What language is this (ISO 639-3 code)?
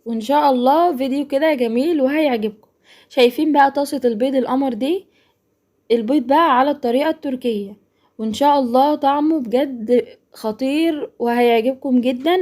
arz